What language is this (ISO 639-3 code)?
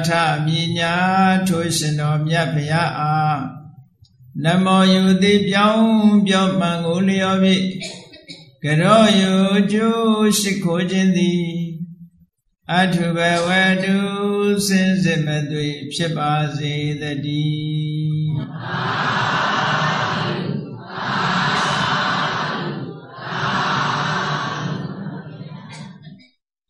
mya